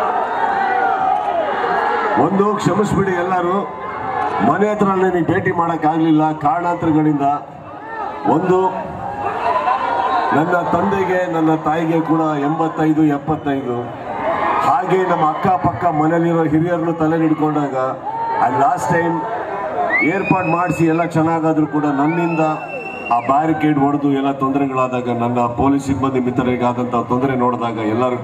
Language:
Kannada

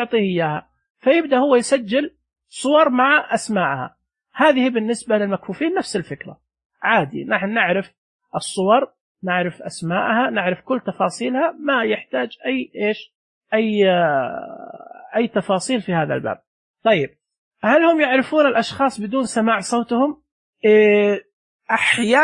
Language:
Najdi Arabic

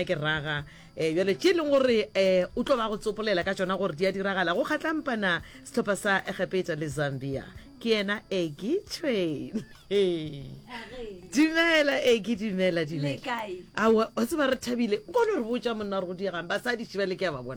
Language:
Northern Sotho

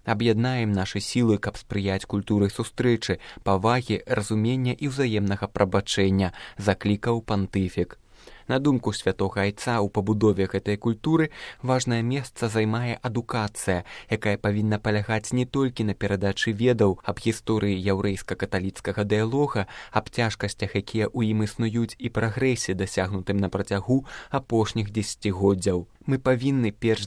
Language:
Belarusian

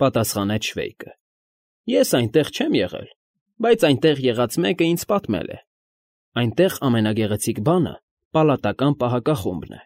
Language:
Armenian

